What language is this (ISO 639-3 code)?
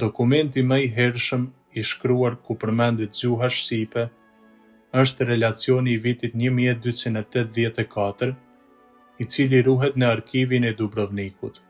sqi